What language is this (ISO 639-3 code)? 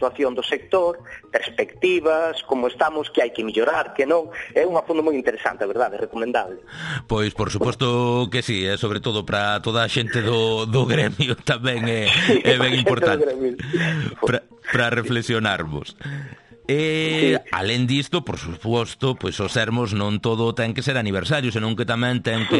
glg